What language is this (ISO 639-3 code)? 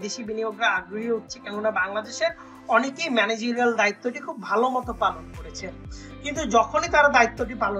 ben